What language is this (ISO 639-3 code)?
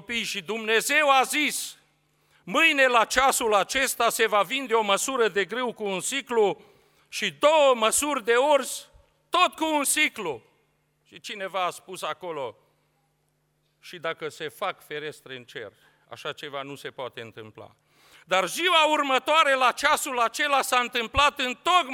ron